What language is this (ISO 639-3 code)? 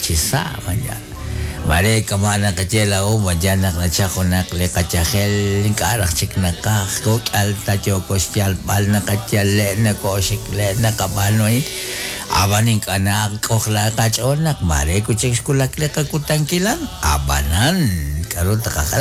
kek